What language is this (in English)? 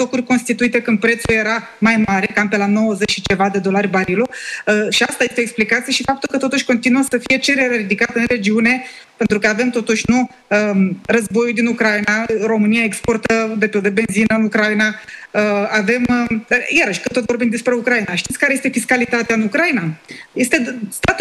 Romanian